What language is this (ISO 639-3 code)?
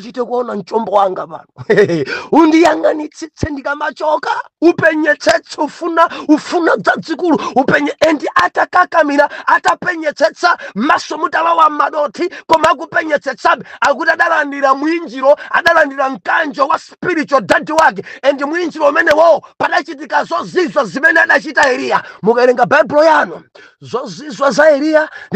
nya